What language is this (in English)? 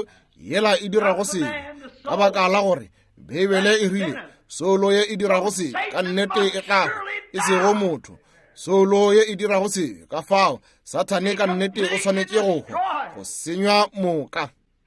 Northern Sotho